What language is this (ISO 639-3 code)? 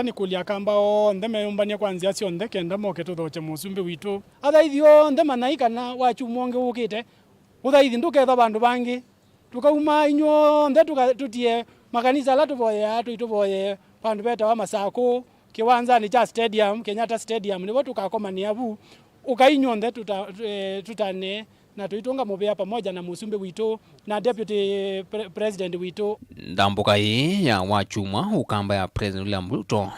kam